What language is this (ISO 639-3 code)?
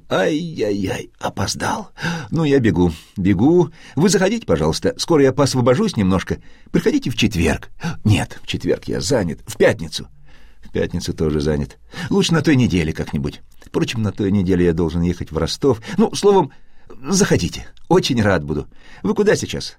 rus